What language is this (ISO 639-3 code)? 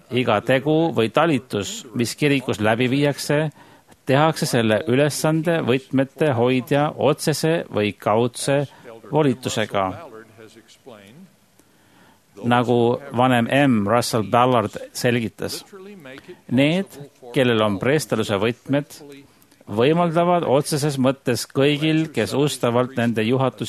est